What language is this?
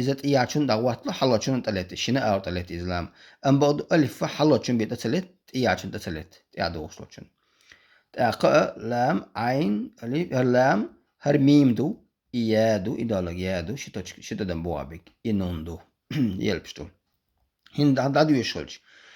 Chechen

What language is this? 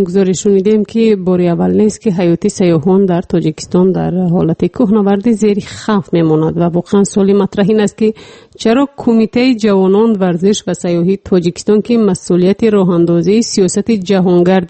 Persian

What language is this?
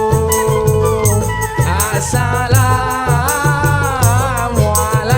Betawi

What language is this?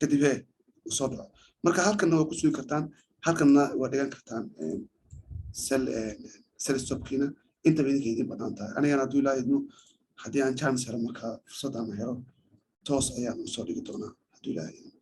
Somali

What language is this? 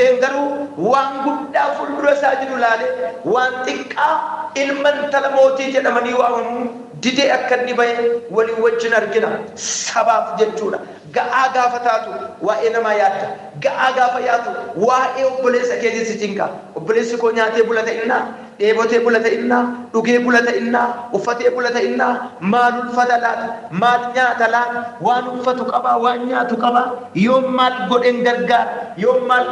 Oromo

